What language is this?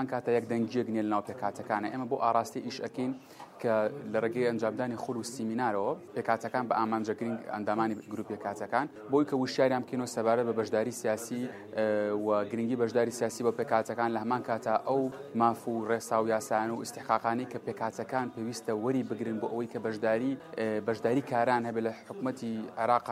Central Kurdish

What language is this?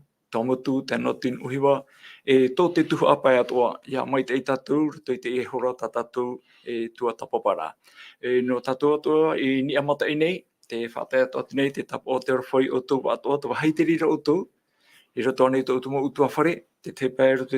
Tahitian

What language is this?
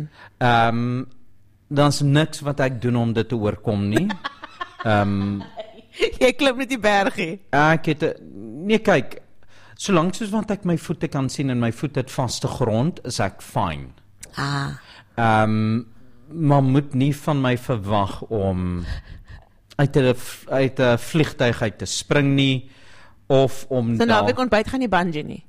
Afrikaans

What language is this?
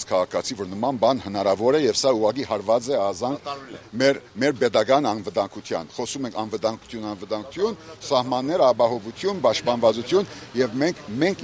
Armenian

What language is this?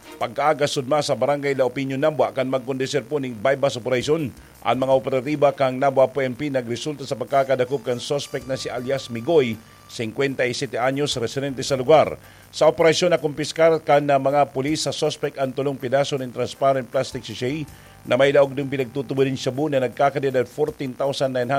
Bikol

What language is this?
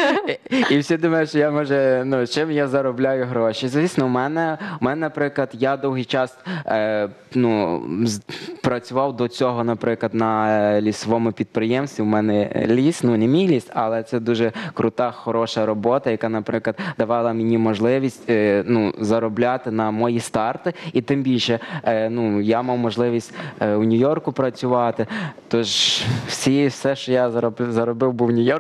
Ukrainian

